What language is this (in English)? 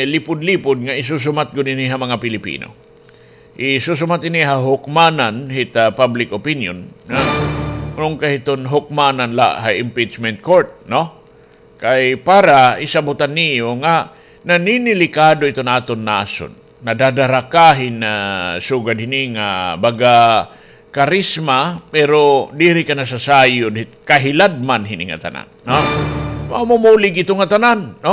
Waray